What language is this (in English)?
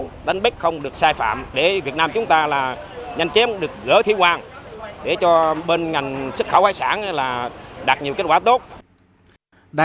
Vietnamese